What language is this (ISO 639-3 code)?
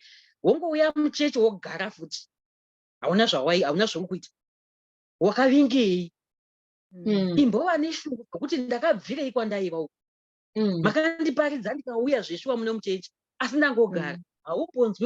sna